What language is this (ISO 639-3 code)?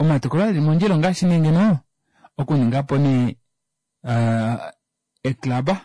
kua